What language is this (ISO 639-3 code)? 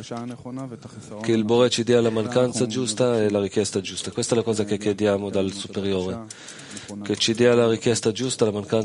ita